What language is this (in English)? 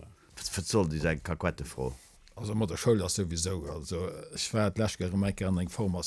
Luxembourgish